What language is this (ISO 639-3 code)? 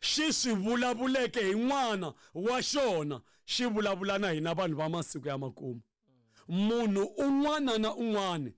tso